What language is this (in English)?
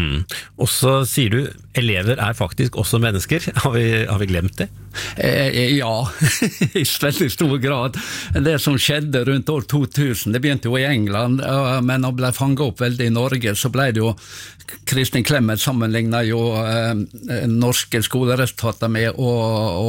Norwegian